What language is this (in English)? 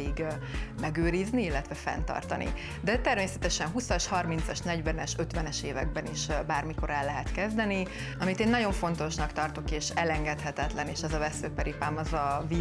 Hungarian